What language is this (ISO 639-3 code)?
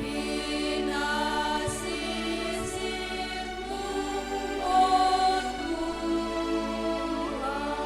bts